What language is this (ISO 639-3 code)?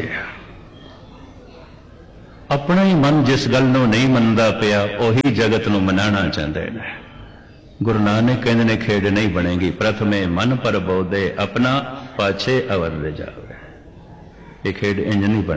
pan